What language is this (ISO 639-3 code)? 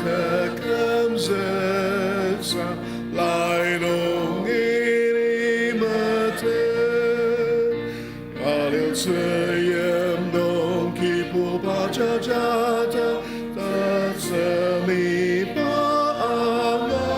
njo